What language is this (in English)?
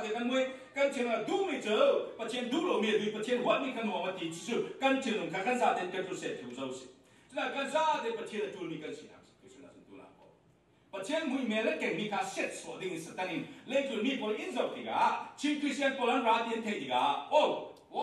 Falam Chin